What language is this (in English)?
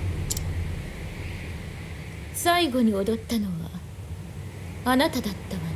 Japanese